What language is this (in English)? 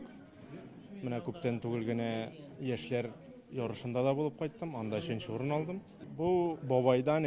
Tatar